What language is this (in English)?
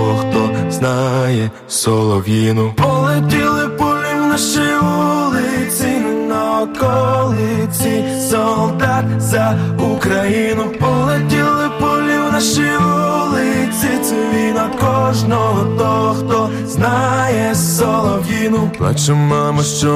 Ukrainian